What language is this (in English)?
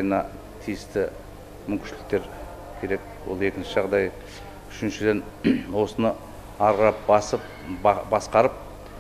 Kazakh